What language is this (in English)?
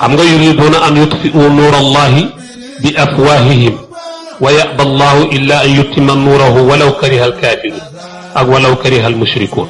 Wolof